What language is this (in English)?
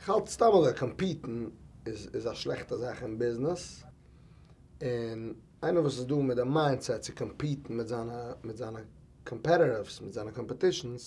Yiddish